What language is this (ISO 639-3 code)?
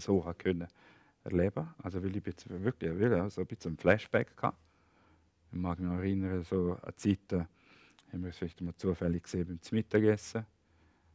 gsw